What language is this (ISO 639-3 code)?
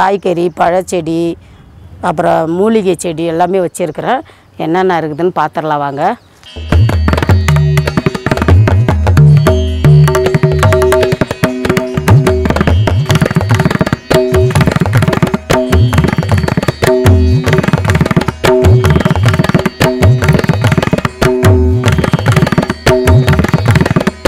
tam